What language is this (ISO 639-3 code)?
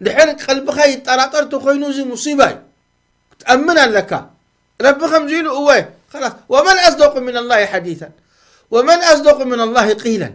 tir